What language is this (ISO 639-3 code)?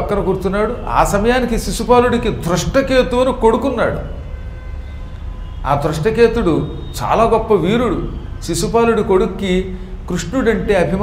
tel